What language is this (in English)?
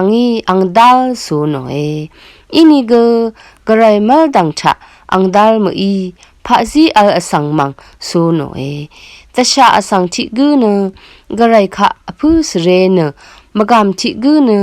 Rawang